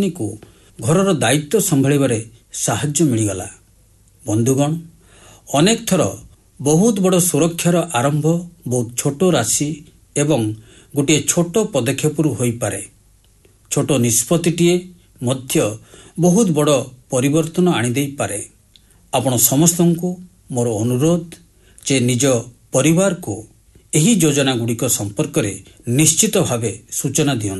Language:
Odia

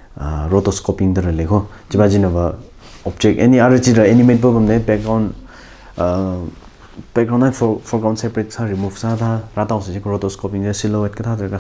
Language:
Tangkhul Naga (India)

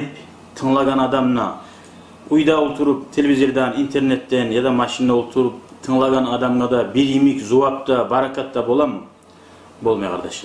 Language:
Kumyk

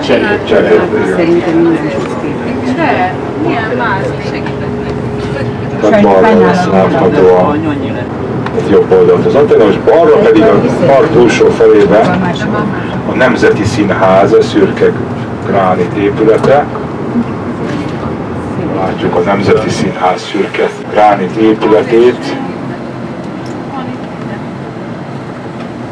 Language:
Hungarian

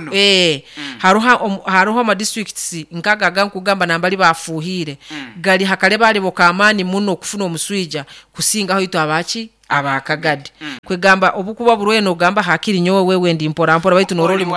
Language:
Nyoro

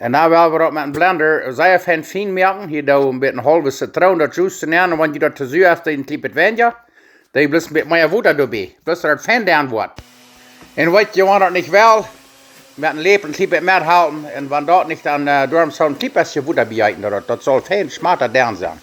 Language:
Plautdietsch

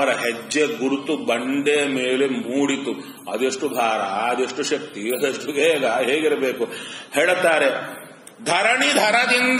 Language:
Kannada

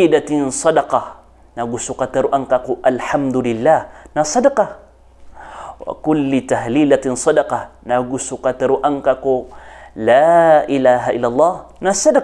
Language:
Maranao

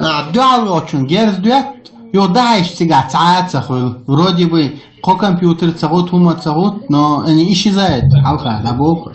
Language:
Chechen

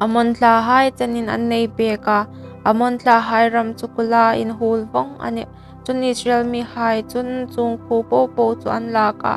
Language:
Hmar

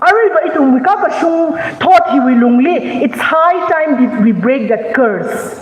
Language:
Tangkhul Naga (India)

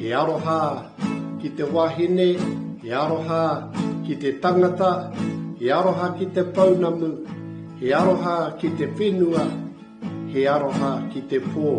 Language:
Māori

